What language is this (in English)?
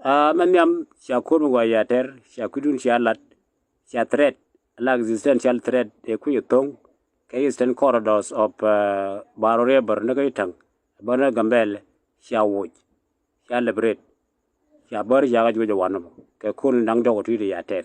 Nuer